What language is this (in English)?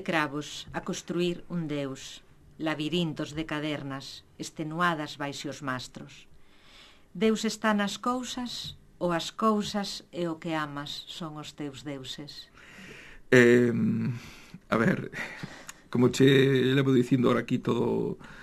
Galician